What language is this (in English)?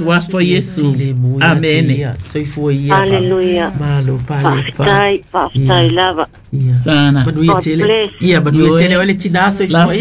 Samoan